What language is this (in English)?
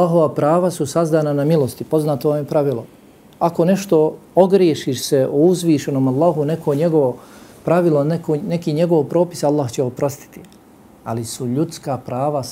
Bosnian